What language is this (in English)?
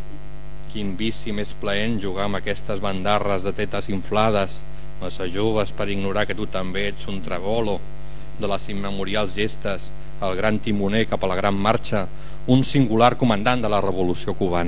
Catalan